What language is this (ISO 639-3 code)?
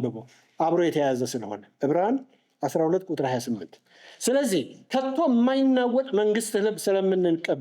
amh